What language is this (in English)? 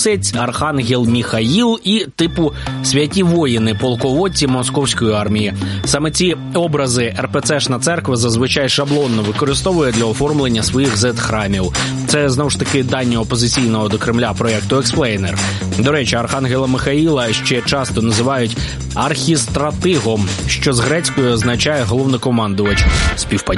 Ukrainian